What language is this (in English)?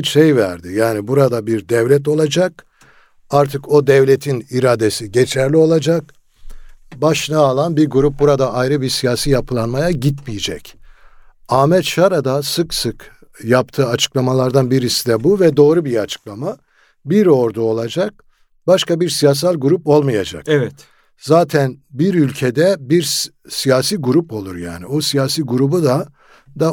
Turkish